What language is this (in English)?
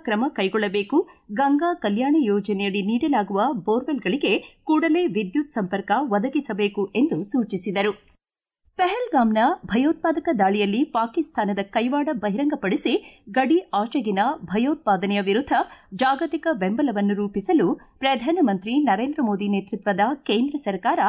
Kannada